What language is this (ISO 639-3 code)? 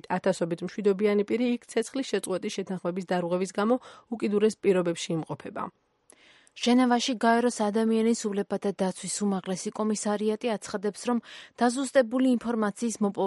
kat